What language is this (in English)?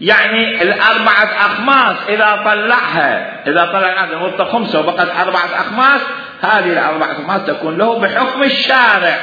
Mesopotamian Arabic